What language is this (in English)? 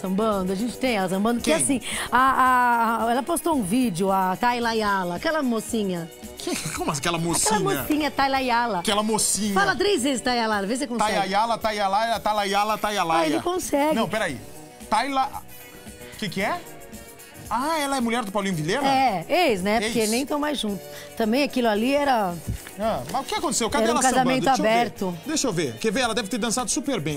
Portuguese